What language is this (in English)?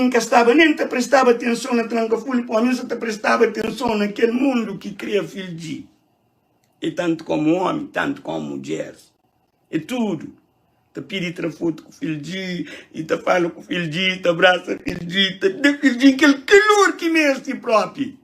Kabuverdianu